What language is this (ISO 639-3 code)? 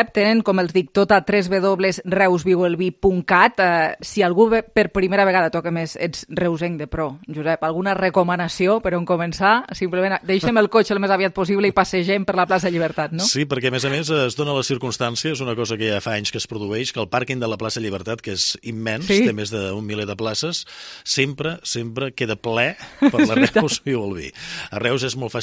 cat